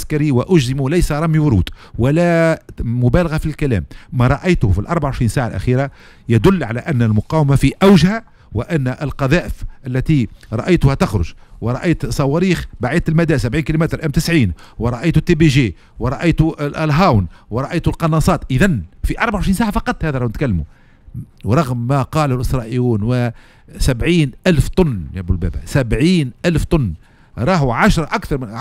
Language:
Tunisian Arabic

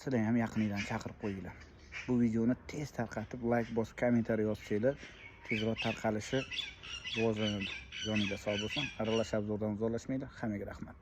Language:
Uzbek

